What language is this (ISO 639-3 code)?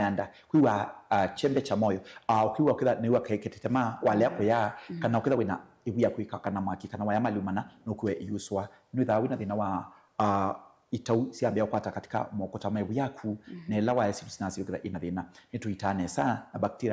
kam